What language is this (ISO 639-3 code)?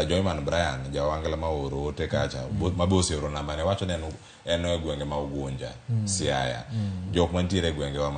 luo